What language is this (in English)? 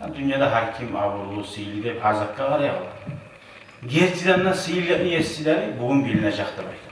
Kumyk